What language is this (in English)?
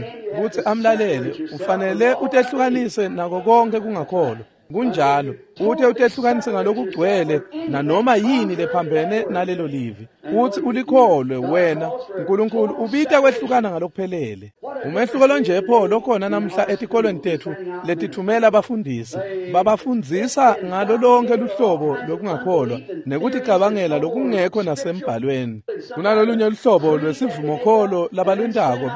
Swati